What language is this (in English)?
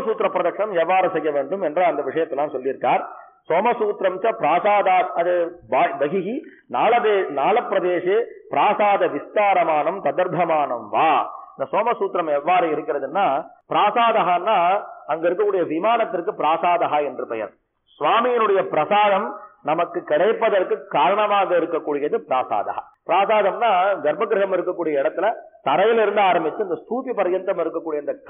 Tamil